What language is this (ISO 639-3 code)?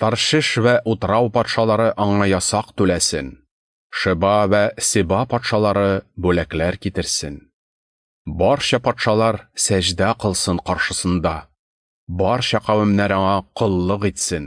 tat